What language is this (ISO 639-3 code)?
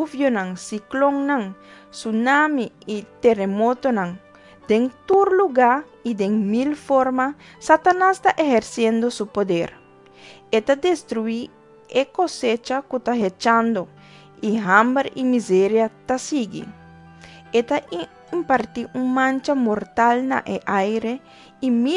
pap